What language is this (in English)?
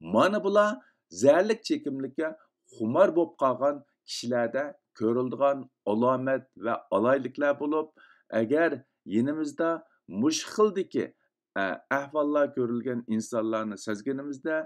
Uyghur